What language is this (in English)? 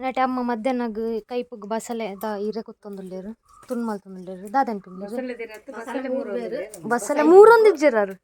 Tulu